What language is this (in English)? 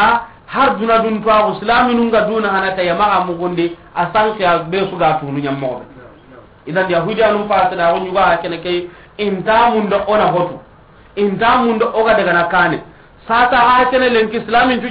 Soninke